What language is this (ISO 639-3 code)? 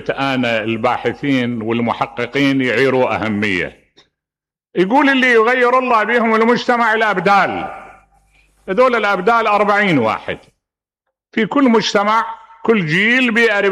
acm